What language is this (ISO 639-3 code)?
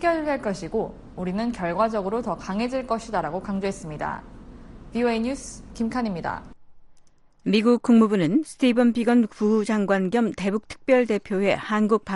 kor